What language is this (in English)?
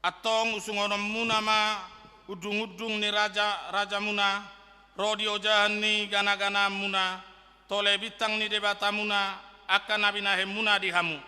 Batak Toba